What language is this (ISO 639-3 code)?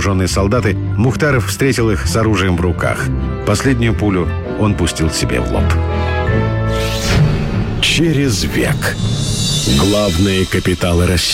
rus